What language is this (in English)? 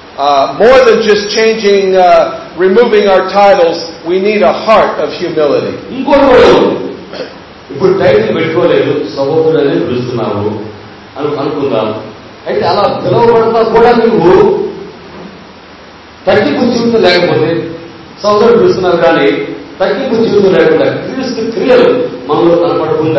Telugu